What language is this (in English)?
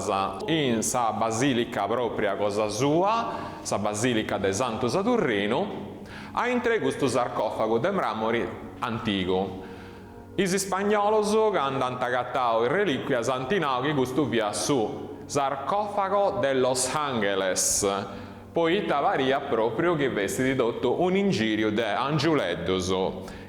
Sardinian